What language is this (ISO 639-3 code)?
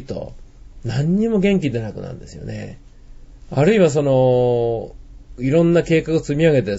jpn